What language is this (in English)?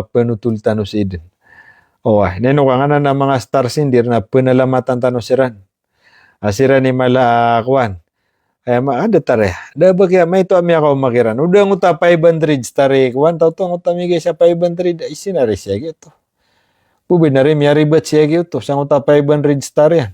Maranao